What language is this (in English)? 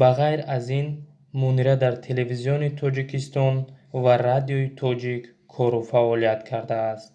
Tajik